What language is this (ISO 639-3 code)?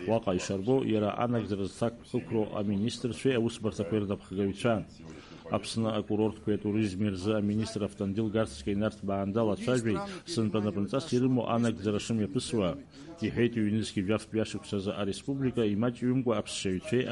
abk